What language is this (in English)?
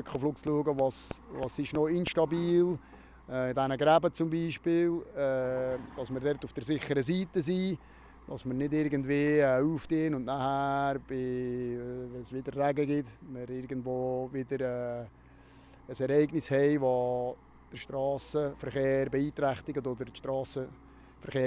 Swiss German